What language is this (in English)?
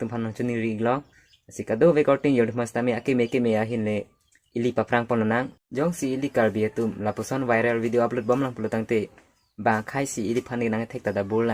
Karbi